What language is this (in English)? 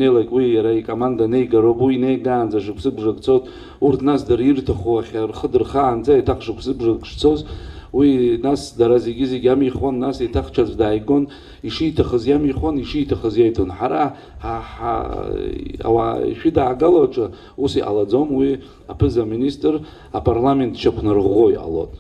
Abkhazian